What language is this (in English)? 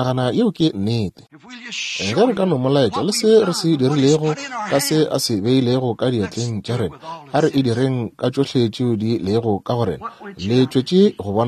Northern Sotho